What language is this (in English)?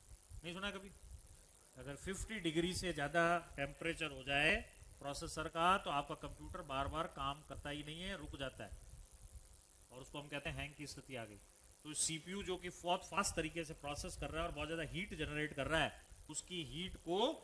Hindi